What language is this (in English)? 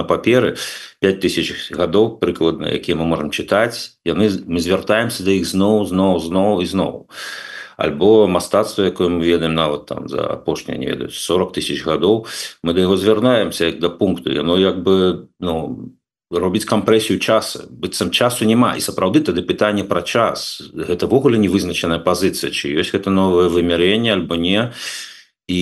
Belarusian